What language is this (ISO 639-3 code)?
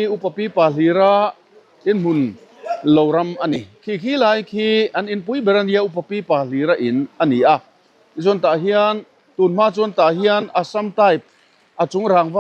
lus